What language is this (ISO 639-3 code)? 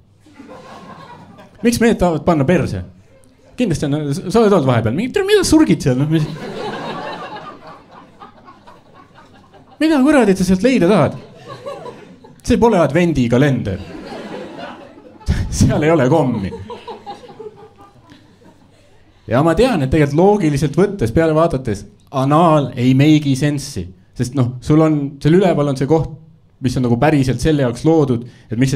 est